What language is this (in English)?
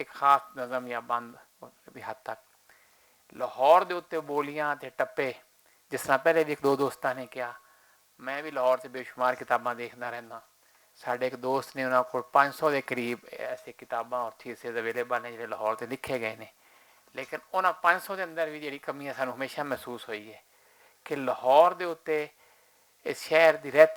Western Panjabi